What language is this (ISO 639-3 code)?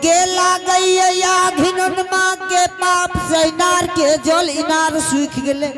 anp